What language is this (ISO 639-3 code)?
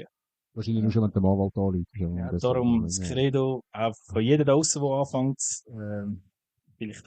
gsw